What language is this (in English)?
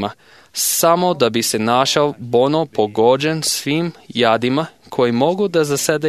Serbian